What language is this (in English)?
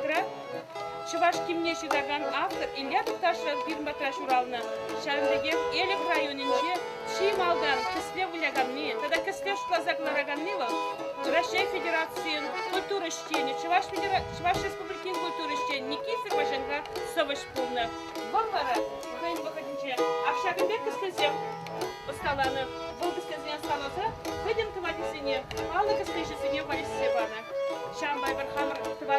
Chuvash